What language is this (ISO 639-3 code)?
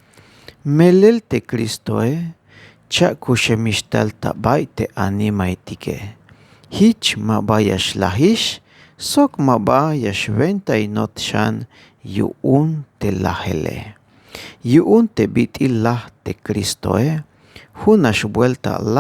tzh